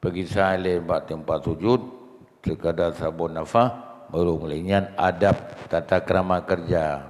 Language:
Achinese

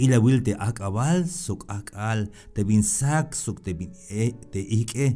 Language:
Tzeltal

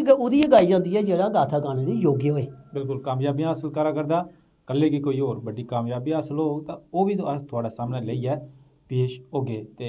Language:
Dogri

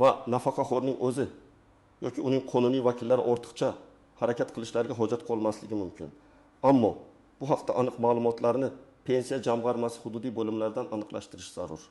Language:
Uzbek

